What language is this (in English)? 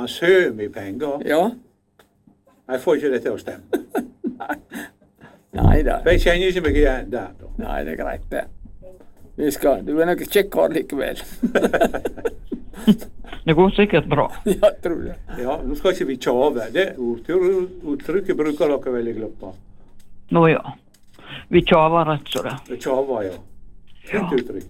Norwegian